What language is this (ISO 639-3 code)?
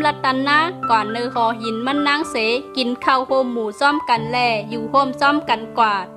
shn